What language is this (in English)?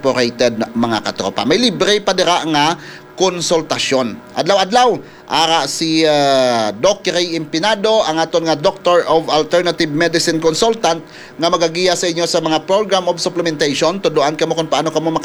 Hiligaynon